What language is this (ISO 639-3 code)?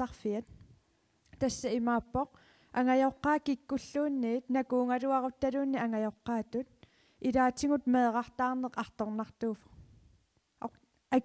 kal